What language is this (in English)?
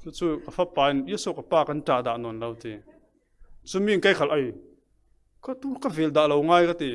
Falam Chin